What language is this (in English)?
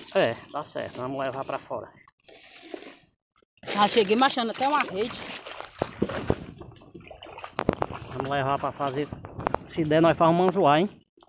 Portuguese